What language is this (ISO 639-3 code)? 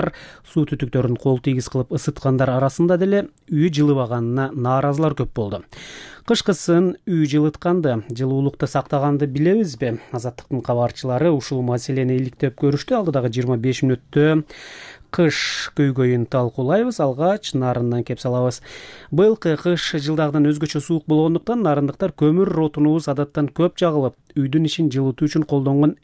kir